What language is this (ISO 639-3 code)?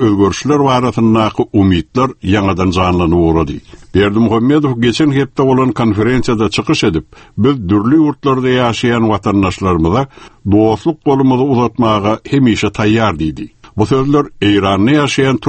tuk